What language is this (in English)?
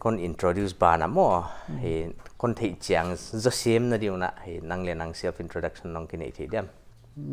Paite Chin